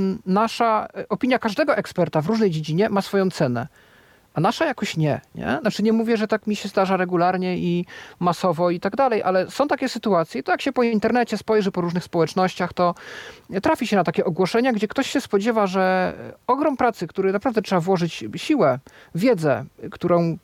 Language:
Polish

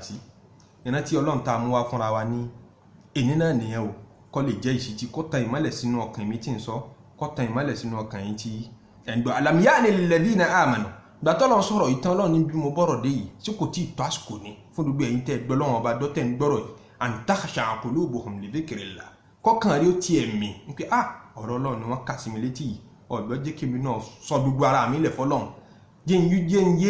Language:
Yoruba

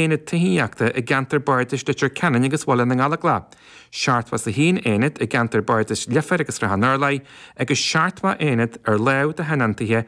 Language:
Irish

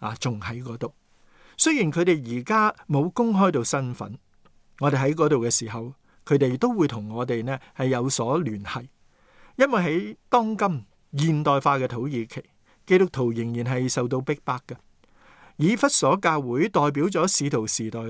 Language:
Cantonese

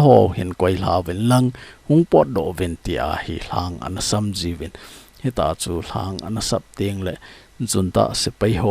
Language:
Thado Chin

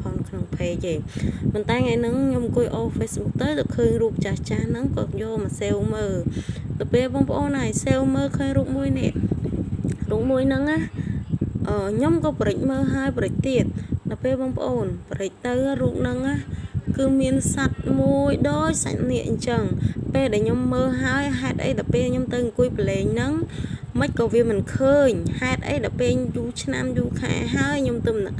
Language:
Khmer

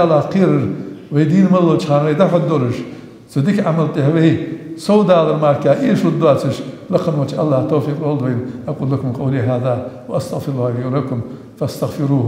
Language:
Ingush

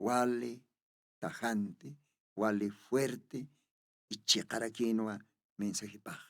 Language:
Aymara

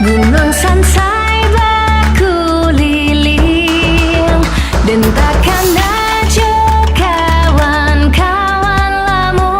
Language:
Minangkabau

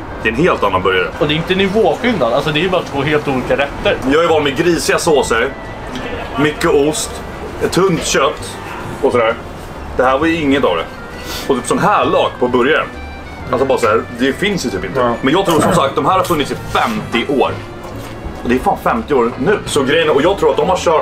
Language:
Swedish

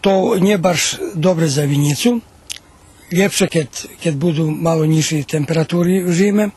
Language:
Rusyn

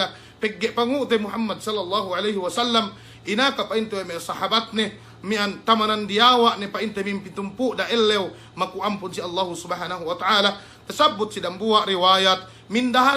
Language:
Yakan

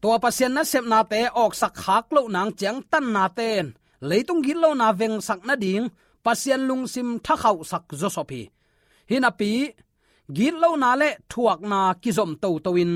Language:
Tedim Chin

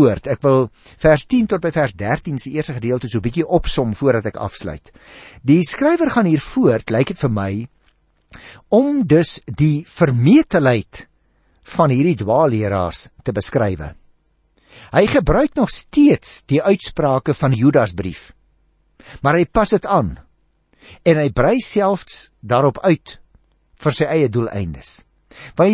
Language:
Afrikaans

